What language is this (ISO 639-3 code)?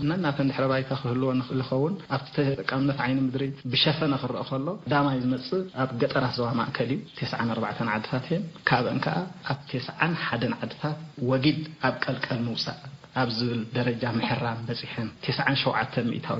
tir